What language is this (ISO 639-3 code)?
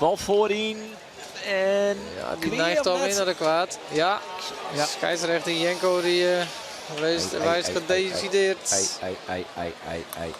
fry